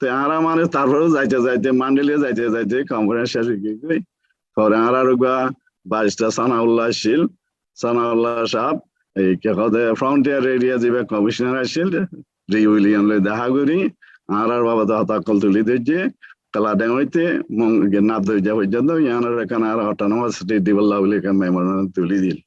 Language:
Rohingya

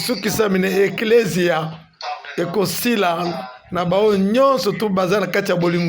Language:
Lingala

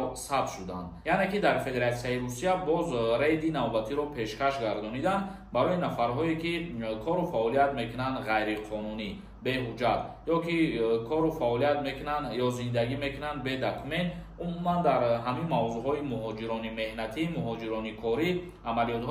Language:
Tajik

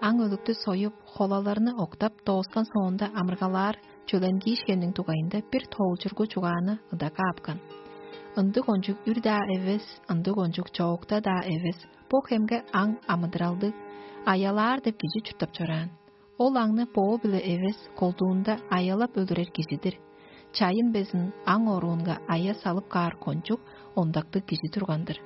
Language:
Tuvinian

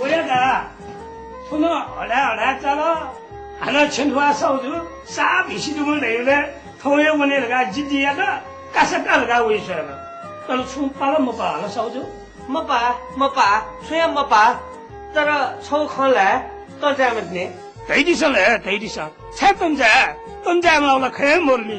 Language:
Newari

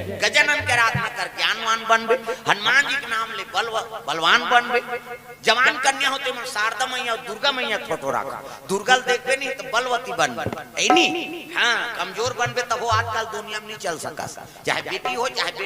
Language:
Chhattisgarhi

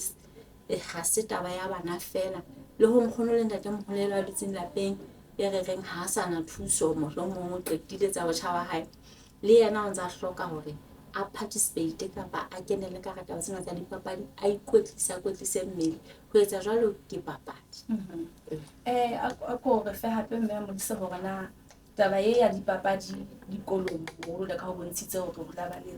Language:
Southern Sotho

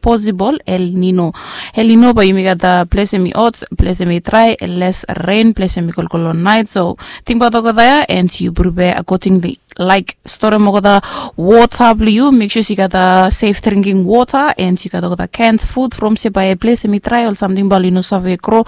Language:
Bislama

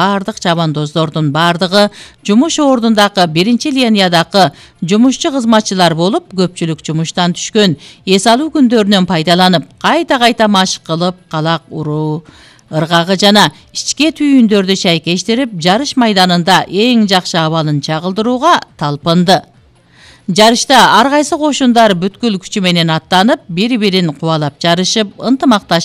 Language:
Kyrgyz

